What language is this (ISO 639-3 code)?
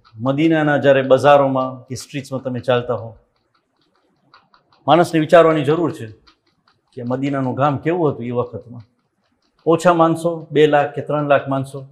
guj